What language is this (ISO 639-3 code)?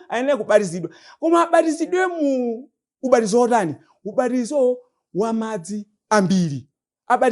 nya